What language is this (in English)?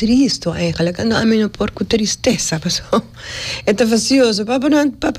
Papiamento